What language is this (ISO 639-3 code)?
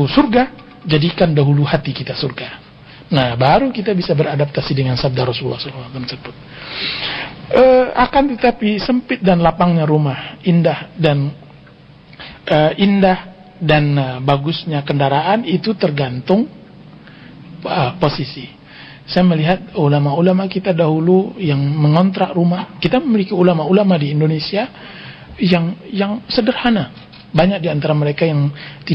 ind